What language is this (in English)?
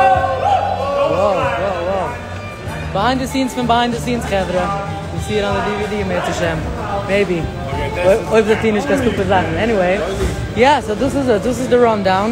Yiddish